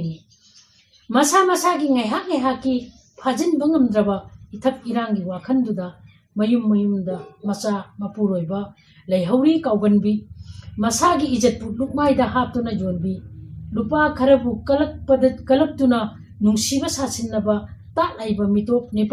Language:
Manipuri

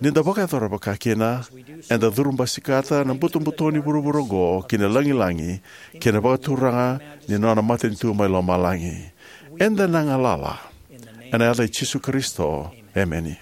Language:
Fijian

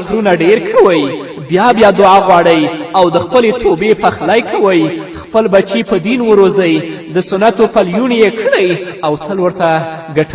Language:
Pashto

